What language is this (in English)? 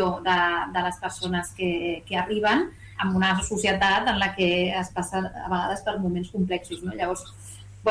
Catalan